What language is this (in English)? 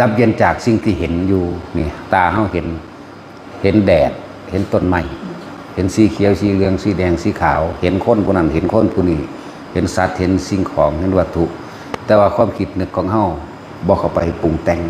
Northeastern Thai